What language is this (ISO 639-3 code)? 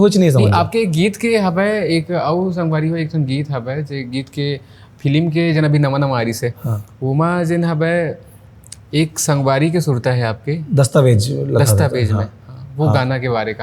hne